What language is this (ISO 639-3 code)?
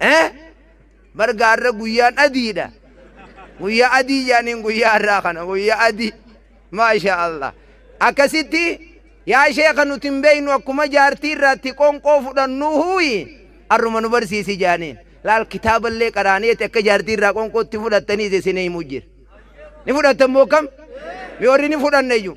orm